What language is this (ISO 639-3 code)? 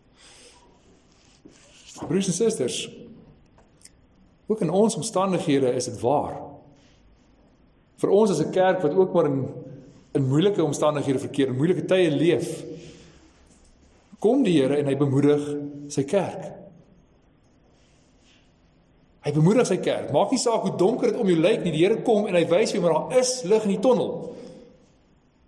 afr